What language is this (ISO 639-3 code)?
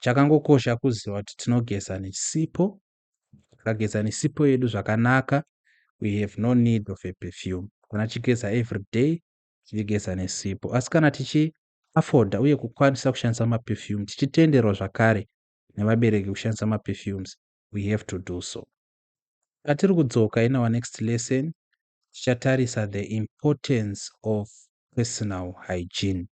sna